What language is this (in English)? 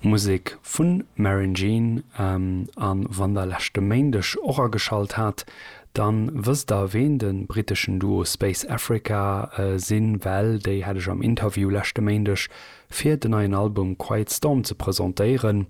Luxembourgish